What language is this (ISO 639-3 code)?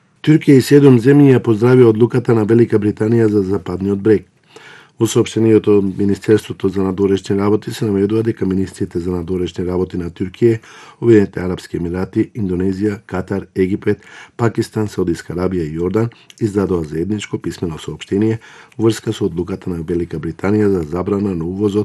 mkd